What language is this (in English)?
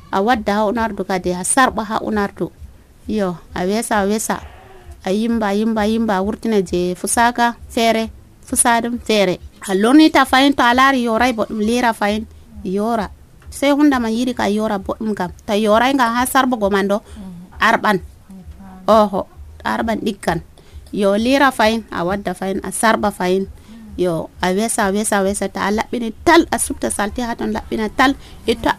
Nigerian Fulfulde